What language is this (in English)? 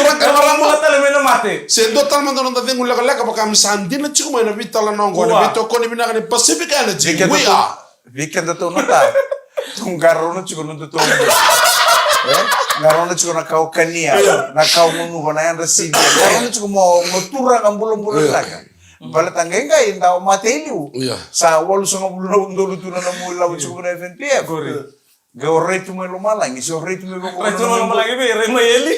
Fijian